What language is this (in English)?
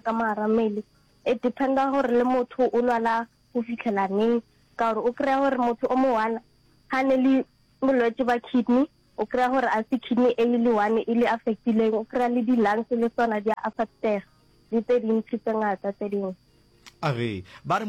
Northern Sotho